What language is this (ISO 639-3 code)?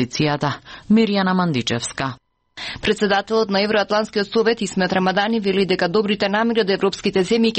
mkd